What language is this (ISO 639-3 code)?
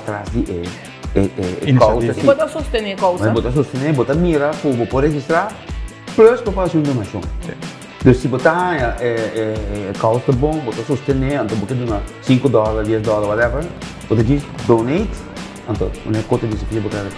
pap